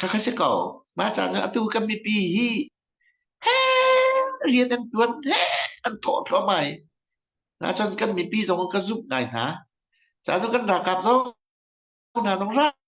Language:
Hakha Chin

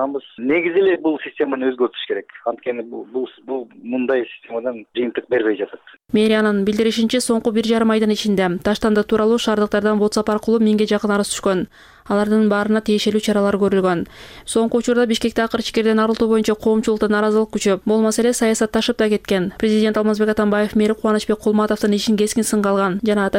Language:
Kyrgyz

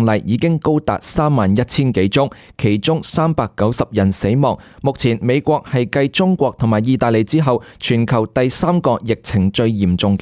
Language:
Cantonese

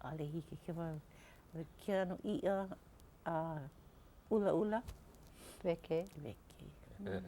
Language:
Hawaiian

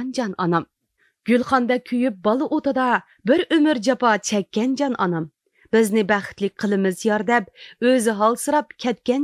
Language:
Uyghur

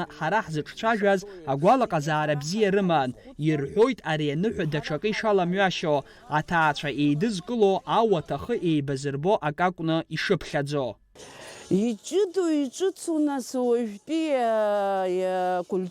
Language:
Abkhazian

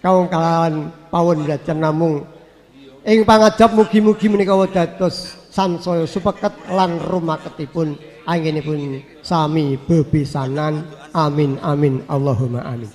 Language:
Javanese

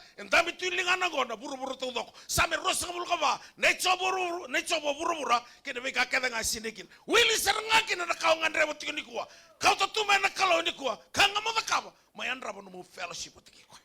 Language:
Fijian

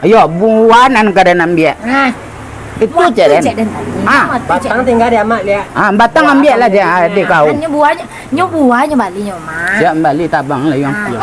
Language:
Minangkabau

